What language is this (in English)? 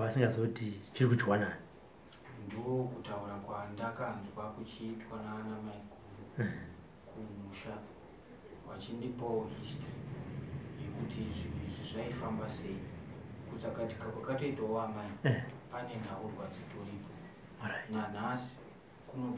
Shona